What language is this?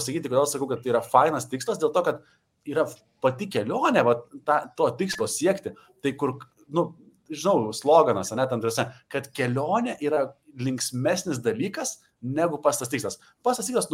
Lithuanian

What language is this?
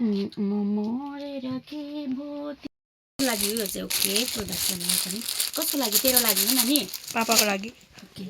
Nepali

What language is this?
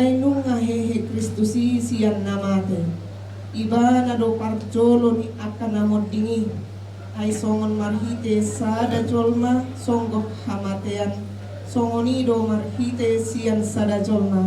Batak Toba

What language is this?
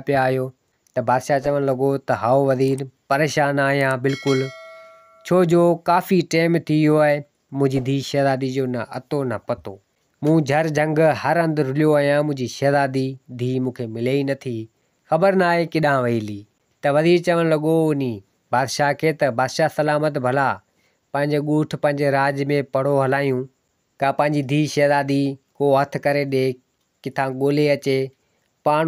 Sindhi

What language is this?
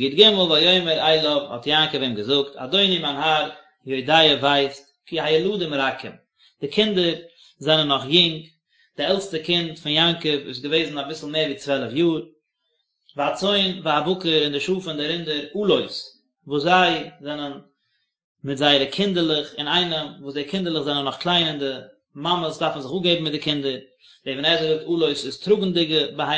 Yiddish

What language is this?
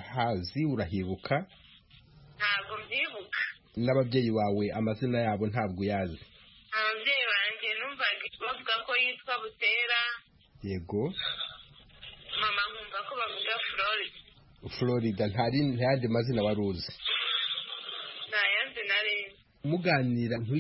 Kinyarwanda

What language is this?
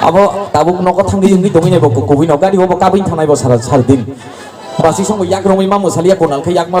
Kok Borok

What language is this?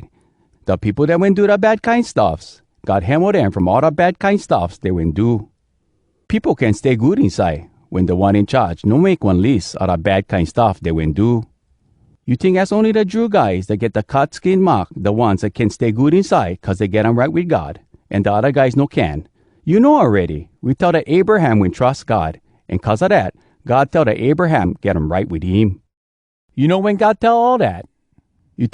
Hawai'i Creole English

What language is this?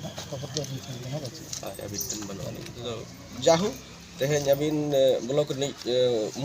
Santali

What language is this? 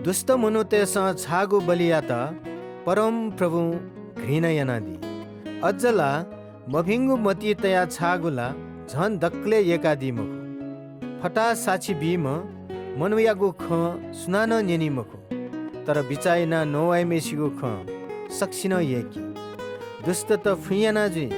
Newari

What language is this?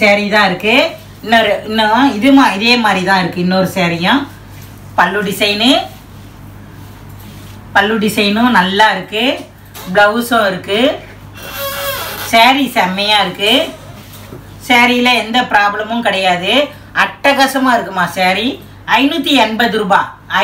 Tamil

